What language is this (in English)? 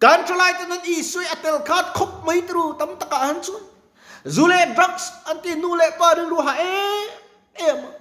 Mizo